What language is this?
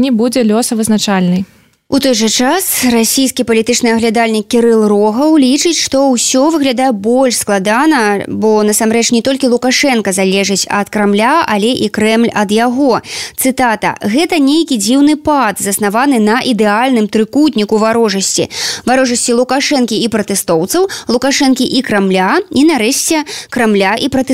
Belarusian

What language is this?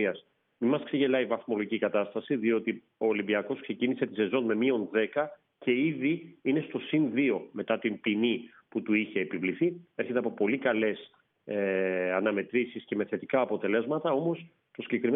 Greek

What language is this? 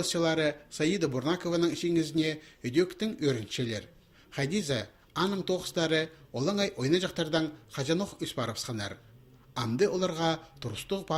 Khakas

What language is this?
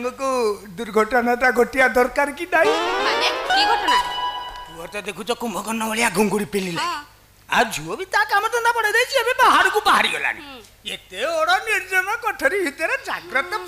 Odia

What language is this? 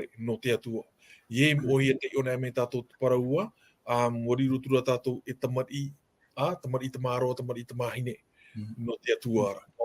Tahitian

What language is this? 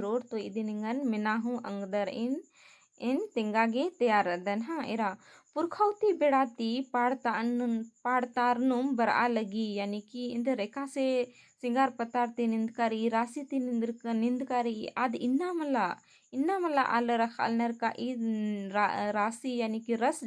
Kurukh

